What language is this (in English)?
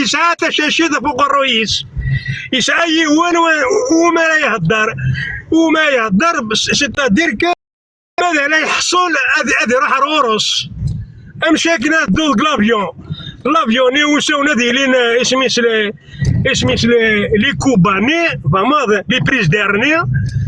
Kabyle